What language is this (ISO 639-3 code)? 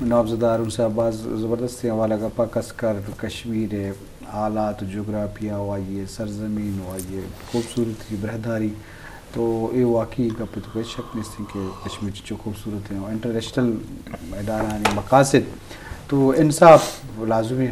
bgp